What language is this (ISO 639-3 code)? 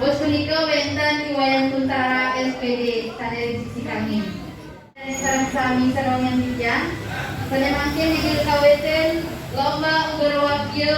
ban